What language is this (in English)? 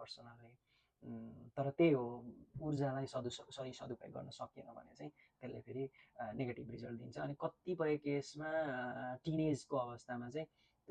Nepali